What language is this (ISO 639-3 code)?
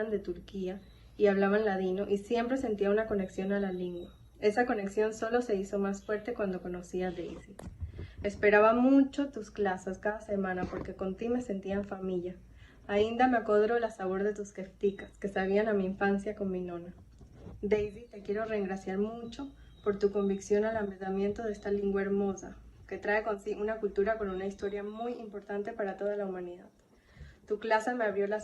lad